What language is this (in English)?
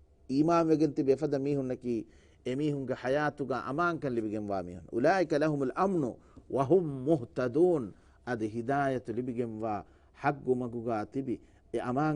Divehi